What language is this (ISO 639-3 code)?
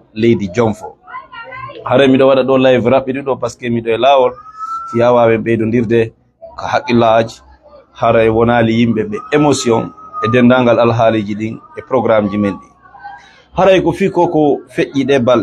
ful